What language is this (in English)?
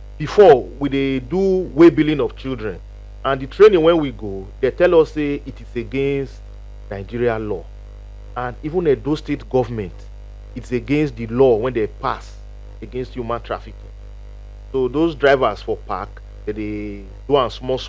Nigerian Pidgin